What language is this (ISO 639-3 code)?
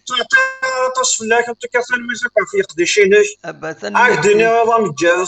kab